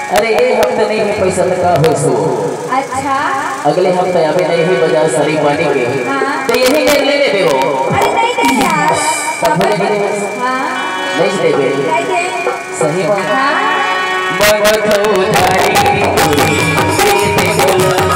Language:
Chhattisgarhi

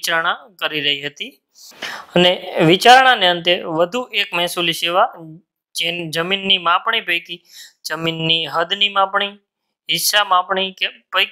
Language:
Gujarati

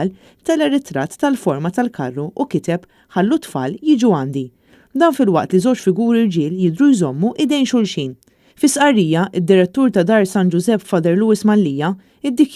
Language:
Maltese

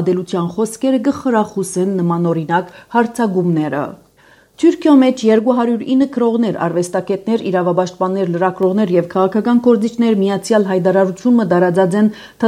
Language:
Armenian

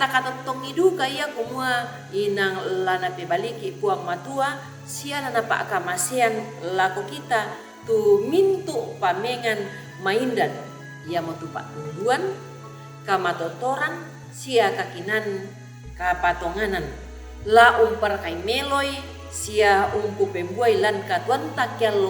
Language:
Toraja-Sa'dan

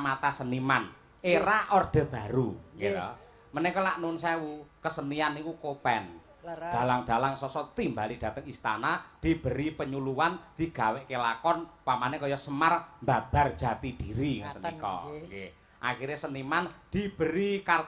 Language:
Javanese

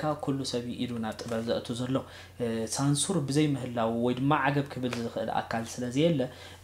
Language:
Tigrinya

